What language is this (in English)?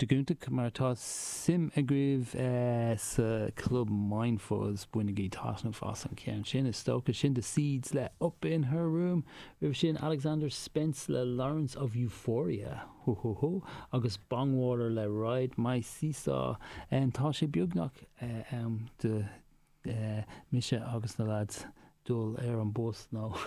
Irish